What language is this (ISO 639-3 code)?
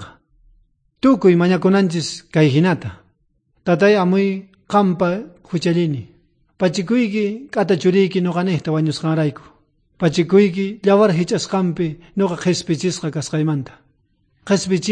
quh